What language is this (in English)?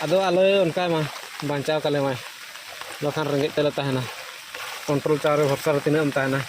Santali